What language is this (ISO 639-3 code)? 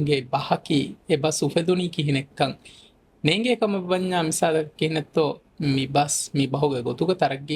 div